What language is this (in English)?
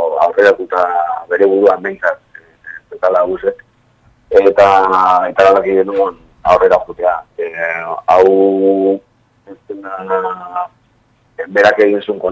Basque